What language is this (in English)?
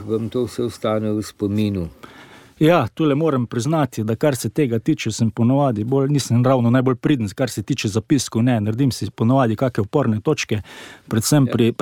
Slovenian